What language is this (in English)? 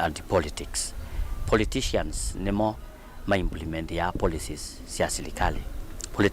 Kamba